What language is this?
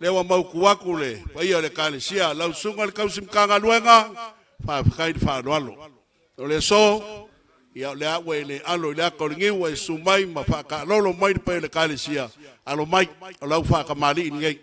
Samoan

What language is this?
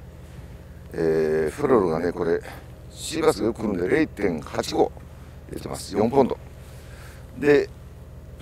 Japanese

